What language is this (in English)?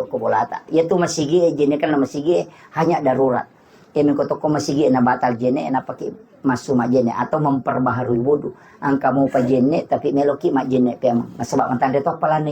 Buginese